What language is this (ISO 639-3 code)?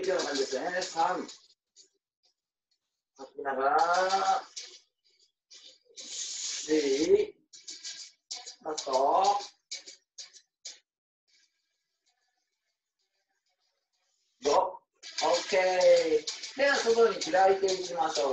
jpn